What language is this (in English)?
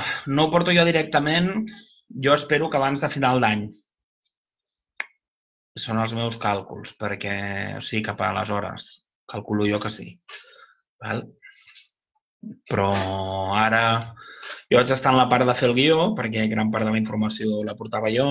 Catalan